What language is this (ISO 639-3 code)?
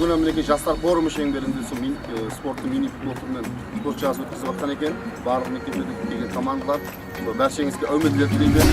kaa